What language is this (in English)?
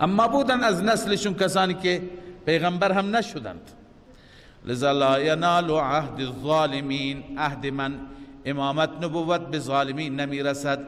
Persian